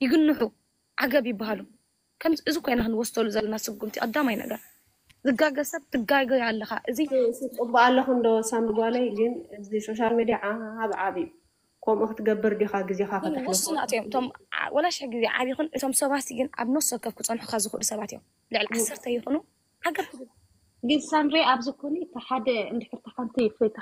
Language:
Tigrinya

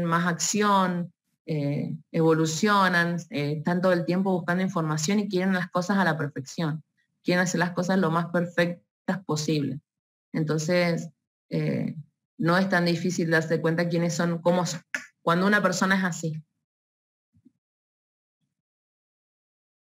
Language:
Spanish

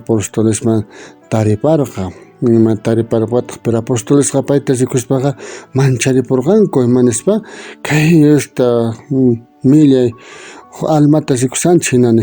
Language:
South Bolivian Quechua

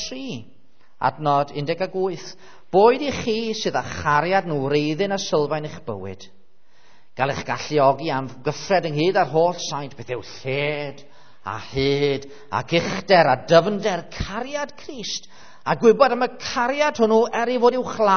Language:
Welsh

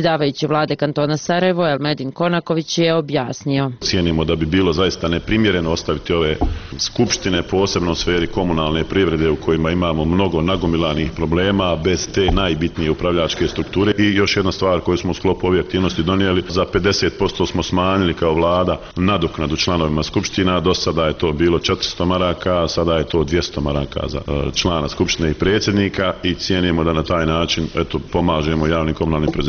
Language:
Bosnian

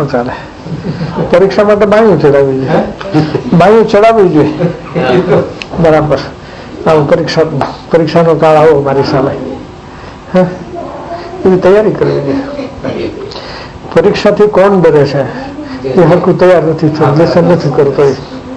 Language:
Gujarati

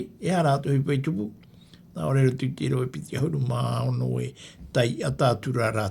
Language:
Tahitian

